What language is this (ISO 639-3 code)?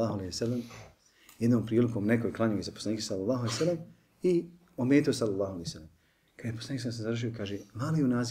bos